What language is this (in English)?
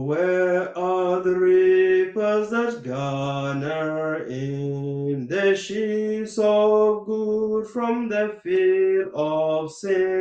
Nuer